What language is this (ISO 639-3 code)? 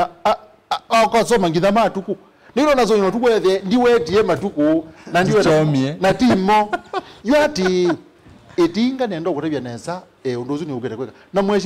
kam